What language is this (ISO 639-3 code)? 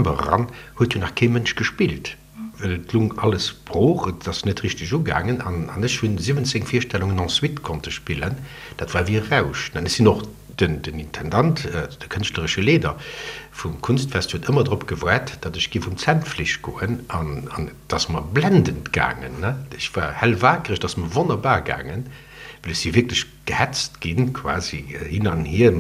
ltz